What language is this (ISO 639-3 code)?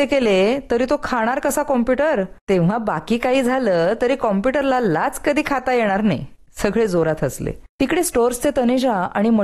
mar